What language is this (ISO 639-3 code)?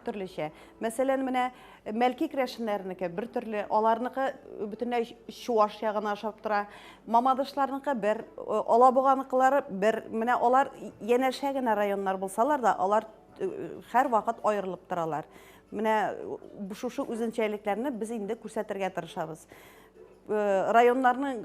tat